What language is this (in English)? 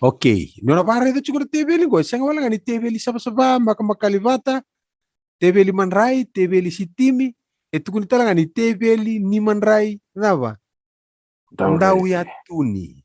Fijian